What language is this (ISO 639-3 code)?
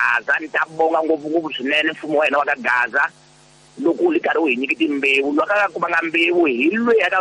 tso